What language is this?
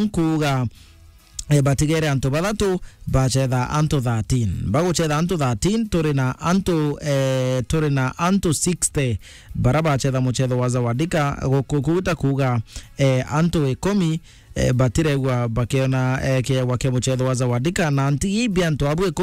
Meru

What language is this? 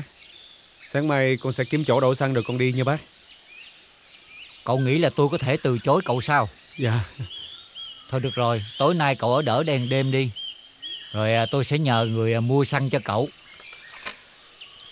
Vietnamese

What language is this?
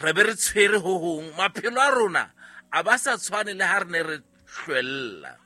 Southern Sotho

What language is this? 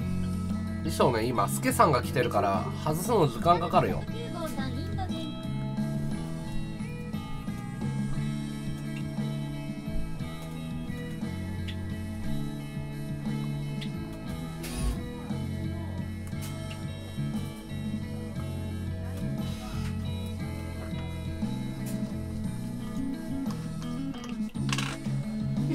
Japanese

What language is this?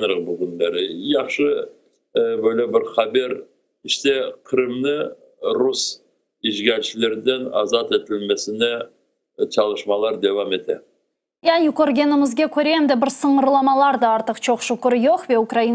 Crimean Tatar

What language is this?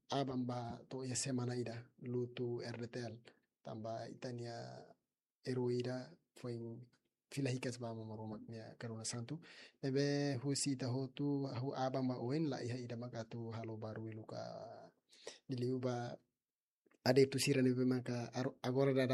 Tetum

